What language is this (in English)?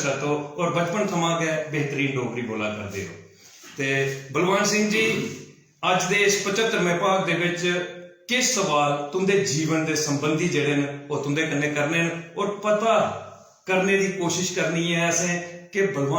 Dogri